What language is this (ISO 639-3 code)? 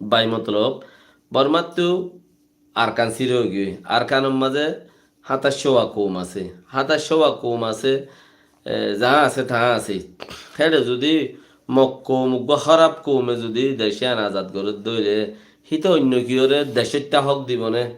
rhg